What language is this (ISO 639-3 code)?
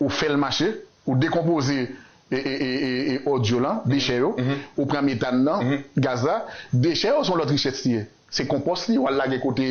hat